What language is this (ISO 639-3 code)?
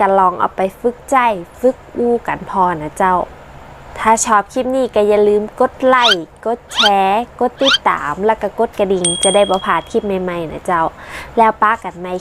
nod